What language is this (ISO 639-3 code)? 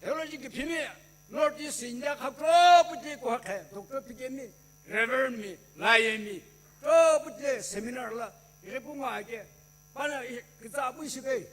nsm